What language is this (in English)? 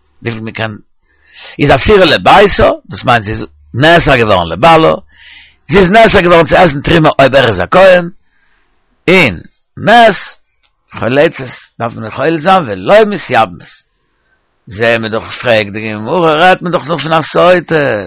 Yiddish